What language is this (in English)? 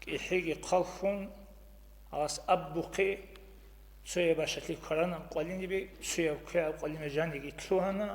Avaric